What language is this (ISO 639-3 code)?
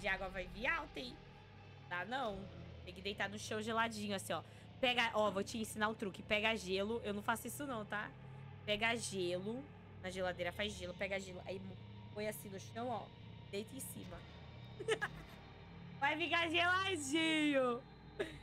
por